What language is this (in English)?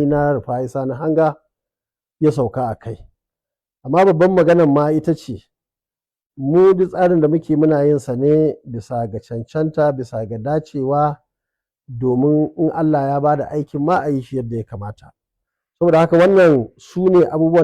Hausa